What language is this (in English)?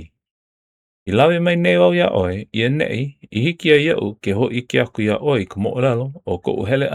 Hawaiian